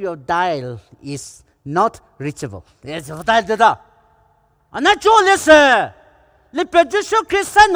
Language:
Poumei Naga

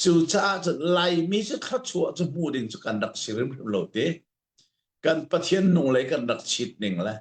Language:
Hakha Chin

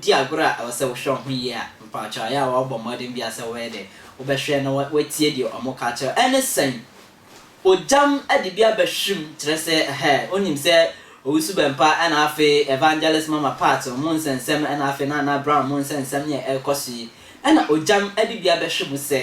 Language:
Akan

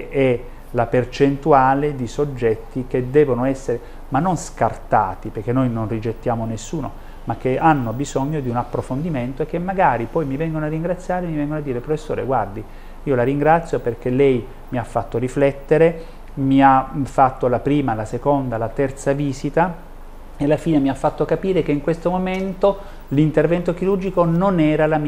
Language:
Italian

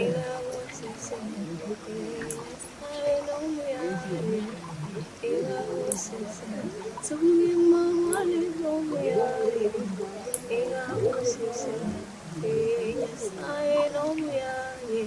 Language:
Gusii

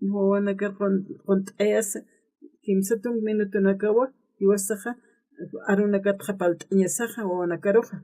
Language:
Aymara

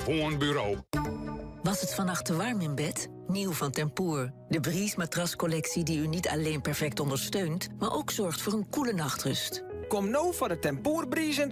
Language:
Western Frisian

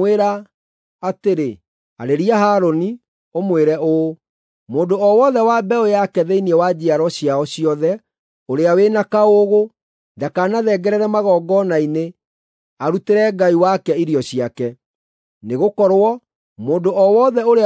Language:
Kikuyu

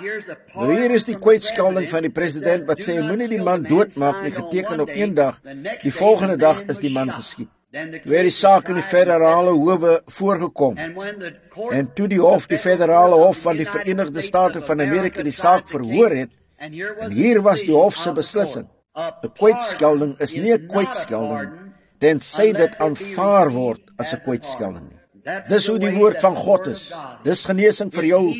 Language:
Afrikaans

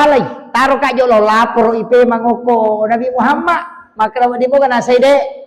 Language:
Buginese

